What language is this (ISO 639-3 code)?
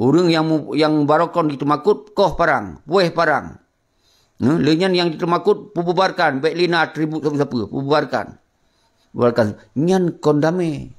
ace